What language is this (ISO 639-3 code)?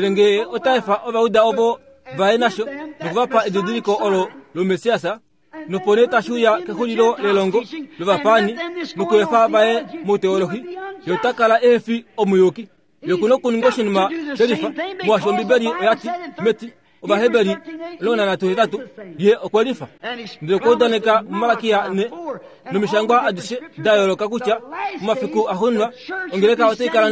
kua